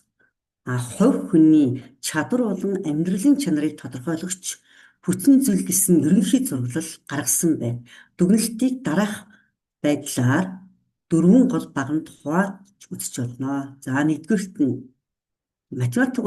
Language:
Mongolian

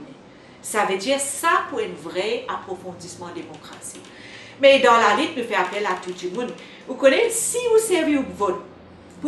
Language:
Morisyen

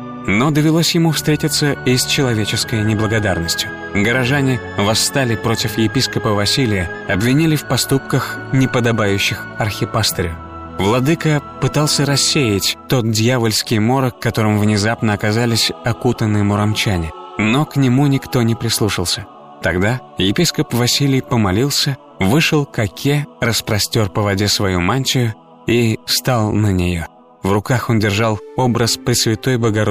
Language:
Russian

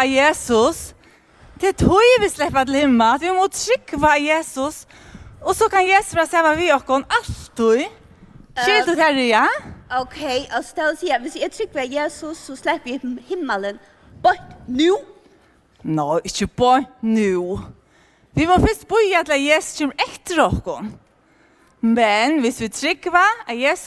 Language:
Faroese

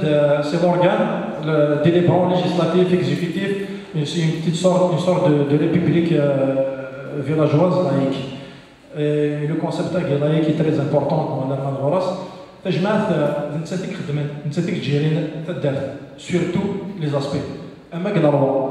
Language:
Kabyle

